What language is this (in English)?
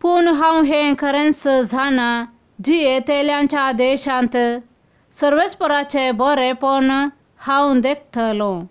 Konkani